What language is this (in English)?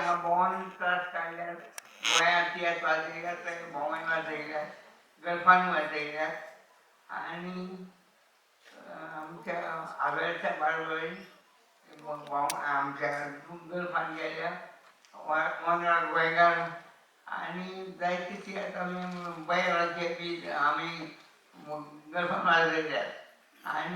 Konkani